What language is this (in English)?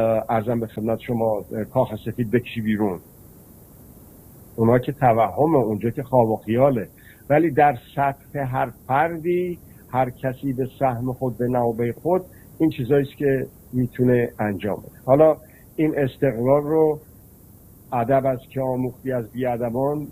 Persian